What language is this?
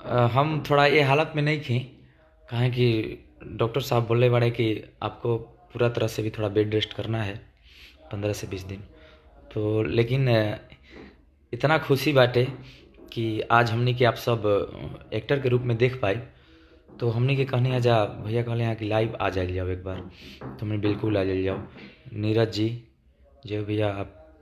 Bhojpuri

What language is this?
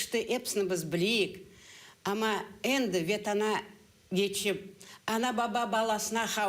Crimean Tatar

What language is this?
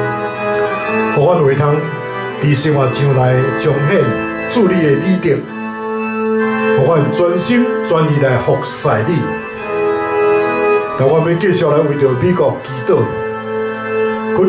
Min Nan Chinese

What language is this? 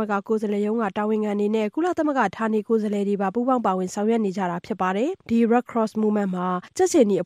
Burmese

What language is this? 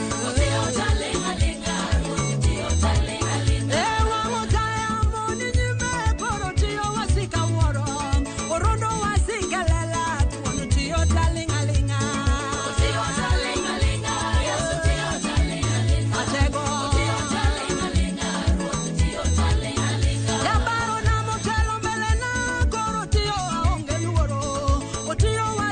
Luo (Kenya and Tanzania)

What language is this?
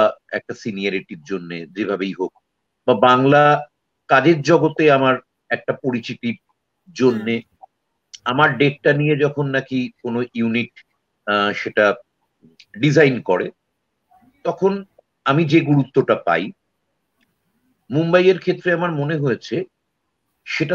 Bangla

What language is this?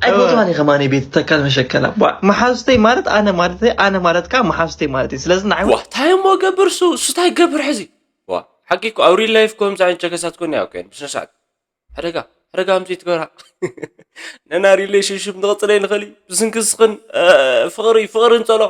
Tigrinya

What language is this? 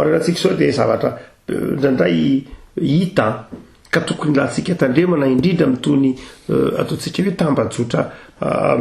Malagasy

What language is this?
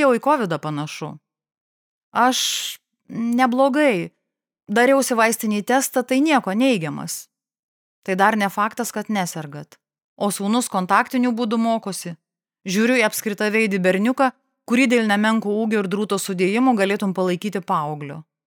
Lithuanian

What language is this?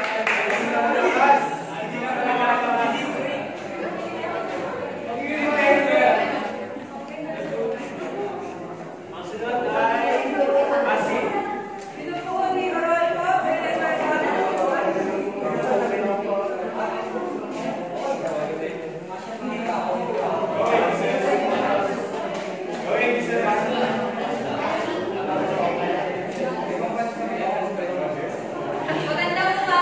Filipino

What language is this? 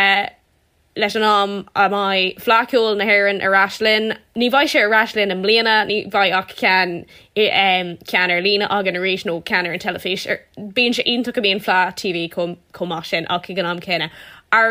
Irish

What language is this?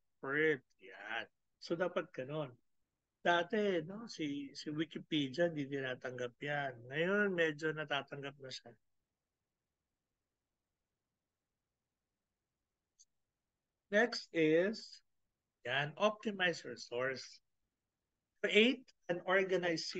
Filipino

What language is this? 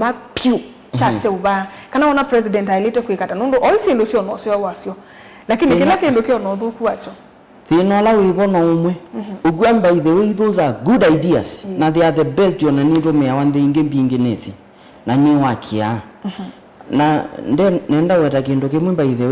Kamba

